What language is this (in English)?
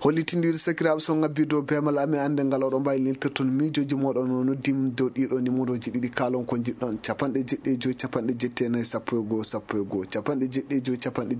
Fula